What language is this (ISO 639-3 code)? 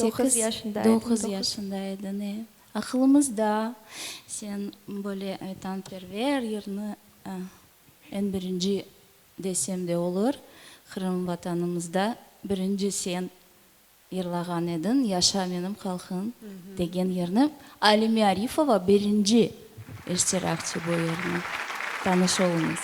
crh